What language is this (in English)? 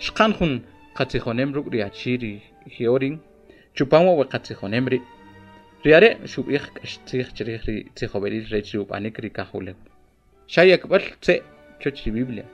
Kʼicheʼ